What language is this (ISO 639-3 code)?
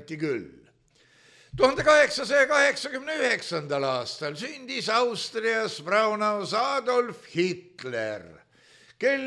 est